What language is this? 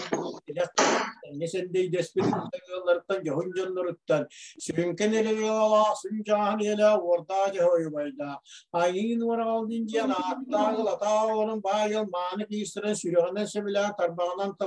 Yakut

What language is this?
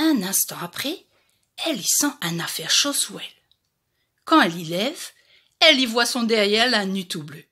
Réunion Creole French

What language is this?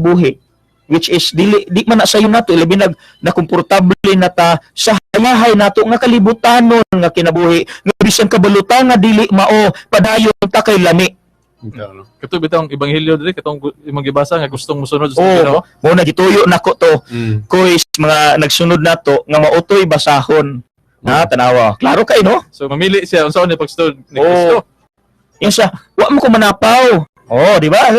Cebuano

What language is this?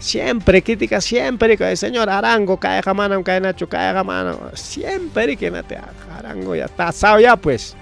Ayacucho Quechua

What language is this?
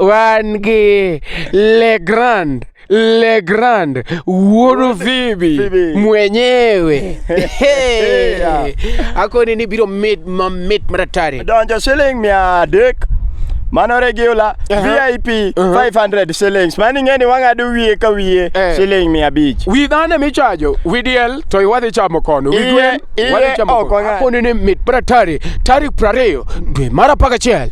Luo (Kenya and Tanzania)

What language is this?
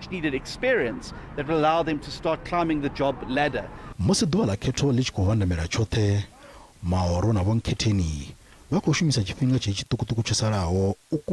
Venda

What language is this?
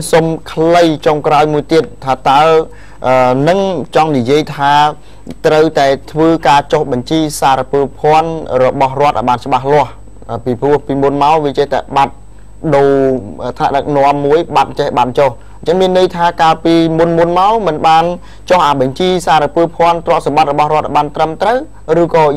Khmer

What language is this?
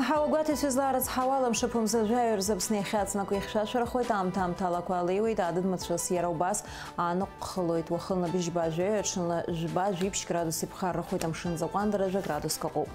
Abkhazian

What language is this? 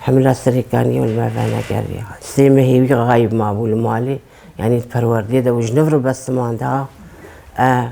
Kurdish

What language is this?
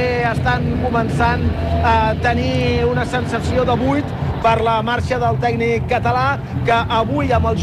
Catalan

